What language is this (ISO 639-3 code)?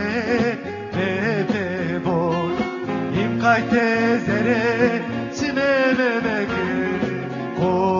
tur